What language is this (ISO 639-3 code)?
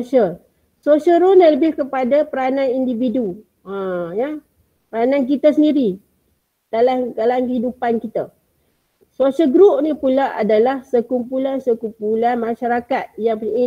msa